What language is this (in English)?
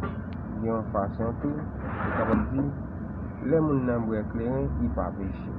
Haitian Creole